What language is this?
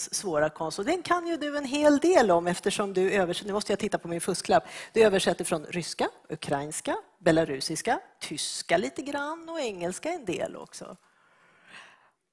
Swedish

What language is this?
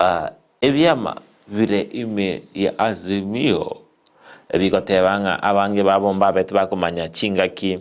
Gusii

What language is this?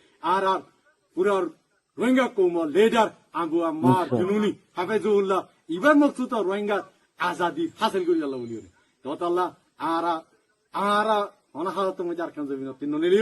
Rohingya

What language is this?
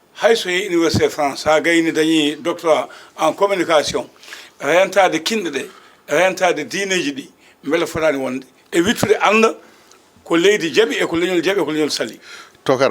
Fula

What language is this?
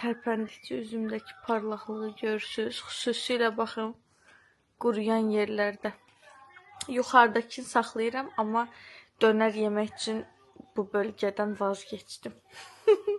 Azerbaijani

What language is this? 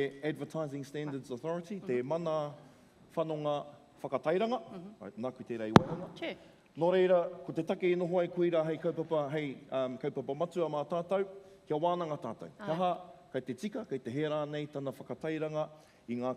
Māori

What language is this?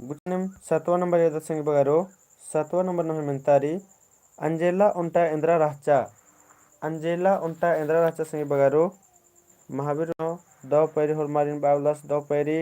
Kurukh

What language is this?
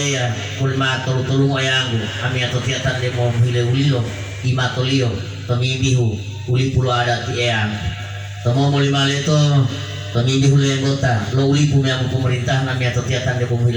Gorontalo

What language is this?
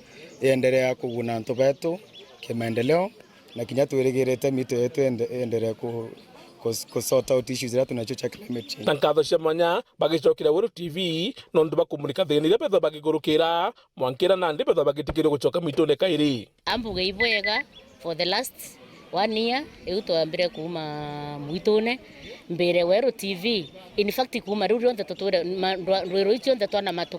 Meru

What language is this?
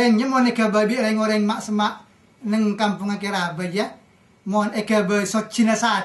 Madurese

